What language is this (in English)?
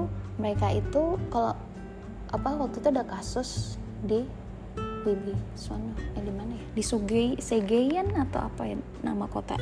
Indonesian